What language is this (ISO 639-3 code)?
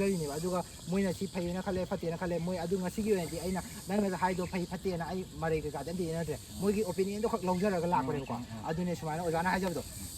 mni